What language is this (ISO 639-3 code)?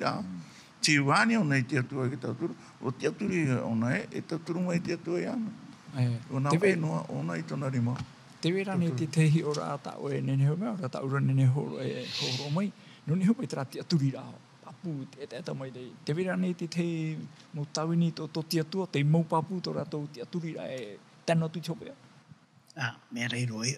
tah